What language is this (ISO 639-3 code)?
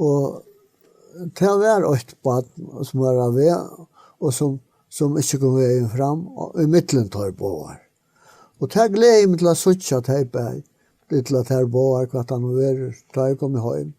fao